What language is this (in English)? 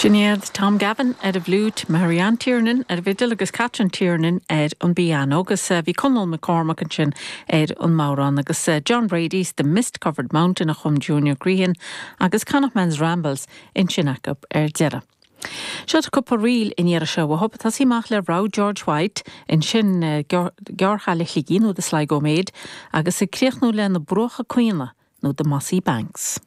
Irish